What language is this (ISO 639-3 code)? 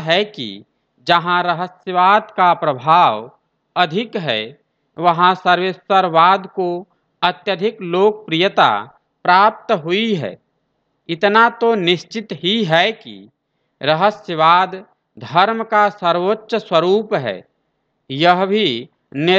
hin